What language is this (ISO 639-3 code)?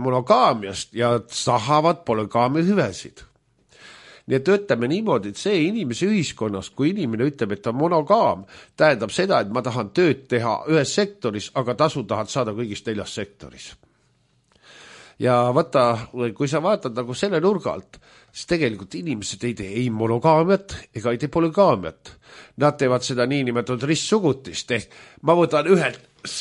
est